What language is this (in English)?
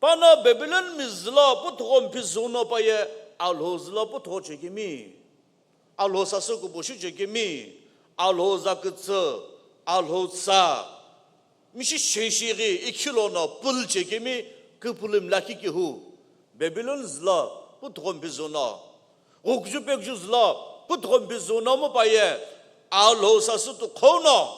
Sumi Naga